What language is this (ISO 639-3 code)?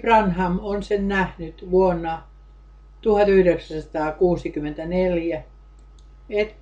fin